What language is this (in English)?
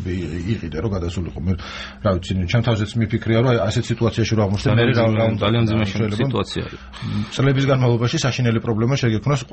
Georgian